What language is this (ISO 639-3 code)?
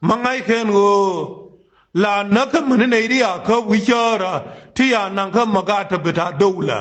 nus